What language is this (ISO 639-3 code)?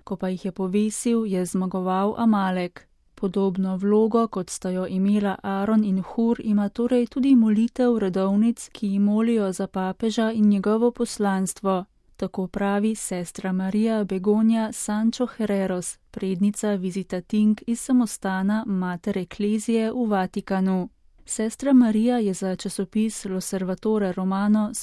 slv